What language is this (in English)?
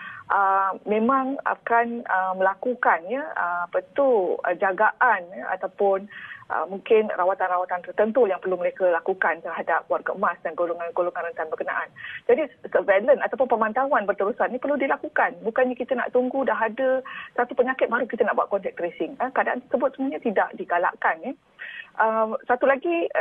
Malay